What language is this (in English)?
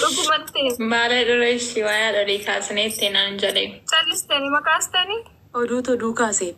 Oromo